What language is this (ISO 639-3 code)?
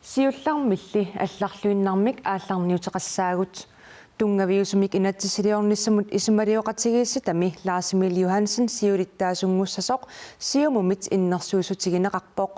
kal